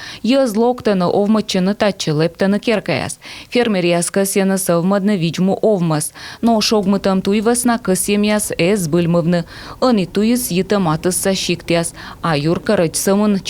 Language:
Komi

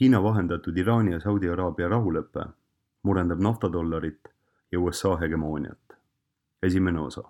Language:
Estonian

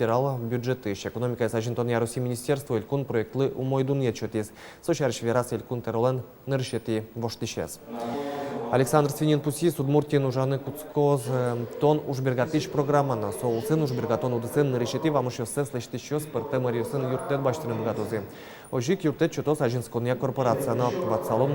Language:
Udmurt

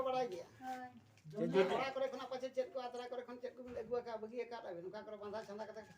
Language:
Santali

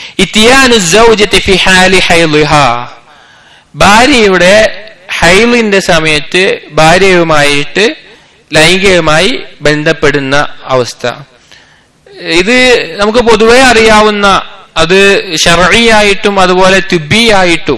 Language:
Malayalam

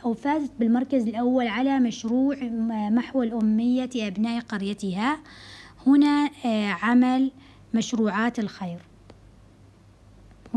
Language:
Arabic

